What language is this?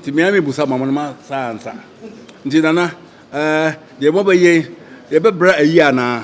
Akan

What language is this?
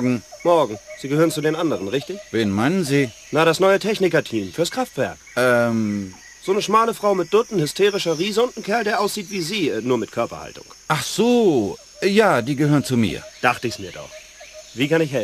Bavarian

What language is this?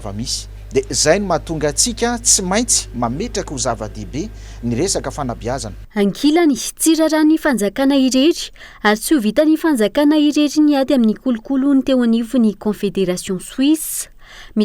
Malagasy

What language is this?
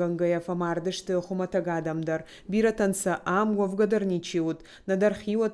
Ossetic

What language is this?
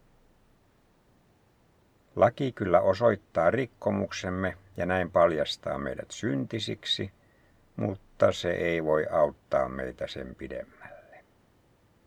Finnish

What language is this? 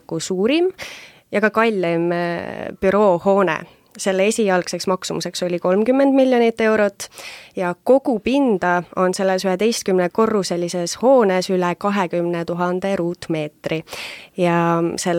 Estonian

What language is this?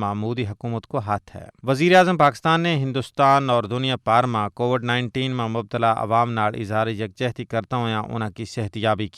Gujari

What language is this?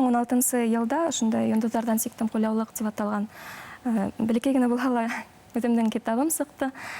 Bashkir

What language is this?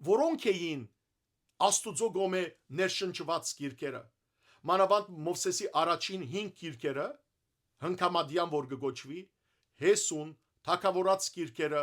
Western Armenian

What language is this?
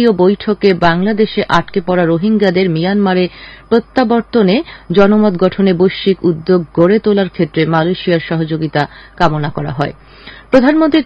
Bangla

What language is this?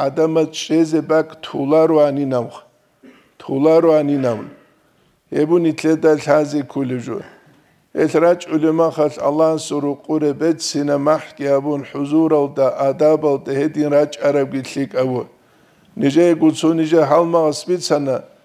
Avaric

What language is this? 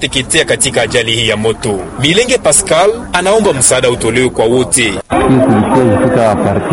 Swahili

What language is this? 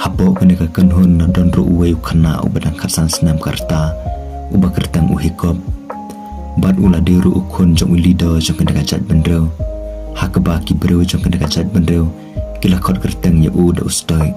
Khasi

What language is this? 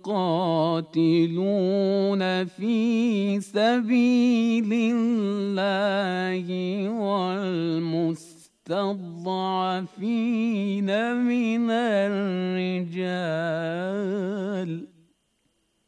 Bangla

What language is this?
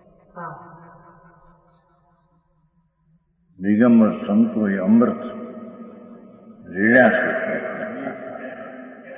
Gujarati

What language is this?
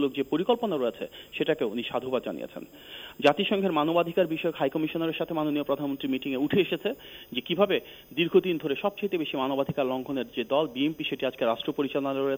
Bangla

